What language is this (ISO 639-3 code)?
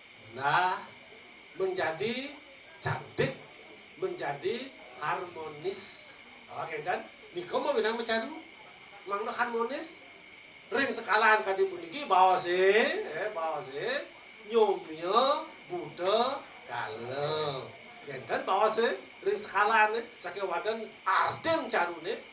ban